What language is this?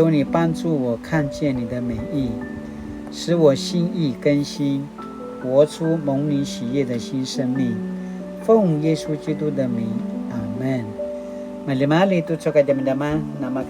Paiwan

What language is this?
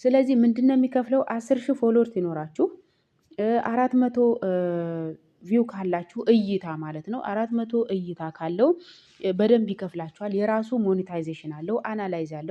Amharic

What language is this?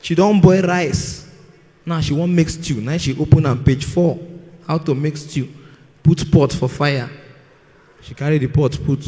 Nigerian Pidgin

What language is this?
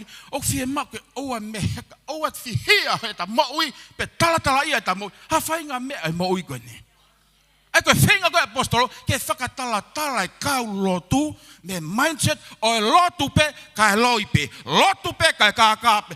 Tongan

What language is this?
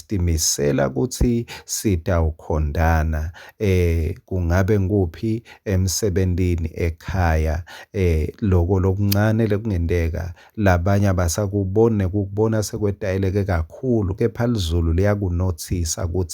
Swati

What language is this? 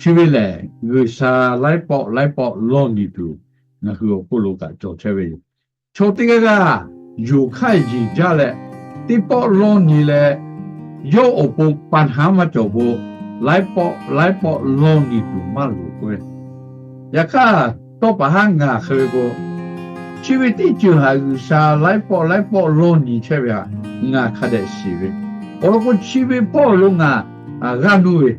Lahu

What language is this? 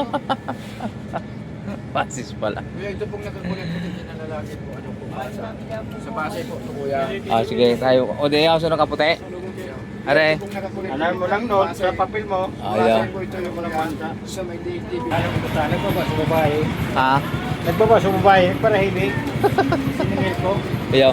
Bikol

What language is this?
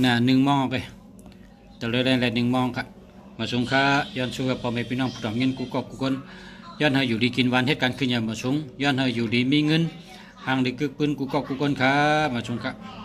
Shan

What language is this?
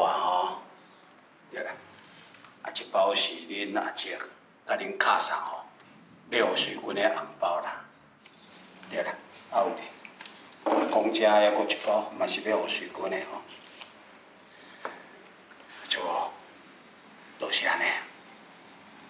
Min Nan Chinese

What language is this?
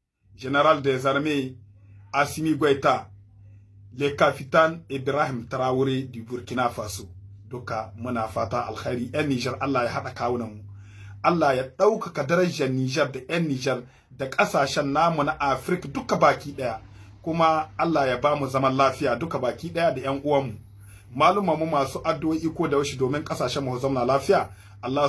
Hausa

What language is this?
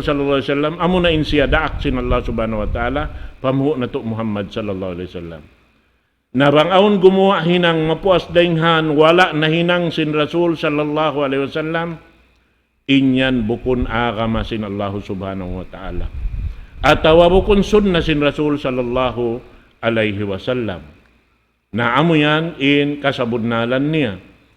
Tausug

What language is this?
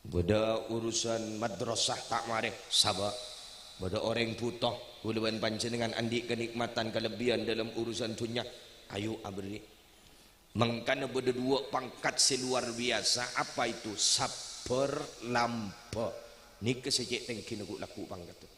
Madurese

